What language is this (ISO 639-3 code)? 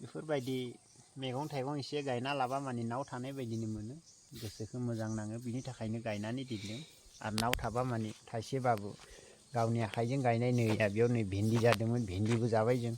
brx